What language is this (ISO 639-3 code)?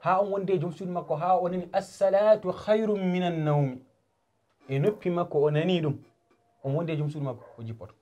ful